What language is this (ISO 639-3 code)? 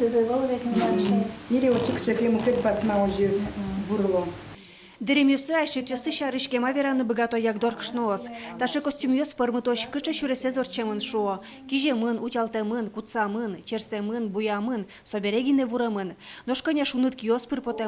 udm